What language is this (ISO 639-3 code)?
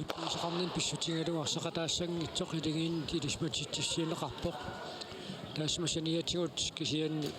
kal